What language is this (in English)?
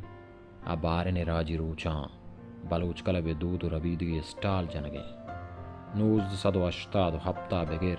Baluchi